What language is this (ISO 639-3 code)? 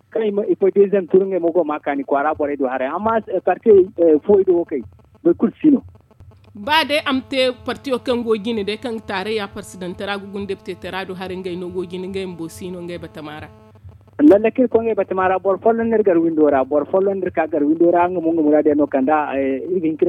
dje